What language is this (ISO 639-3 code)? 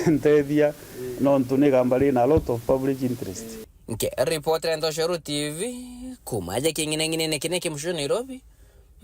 mer